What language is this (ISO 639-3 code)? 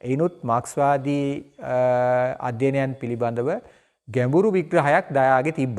sin